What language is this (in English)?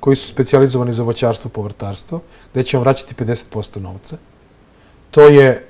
Serbian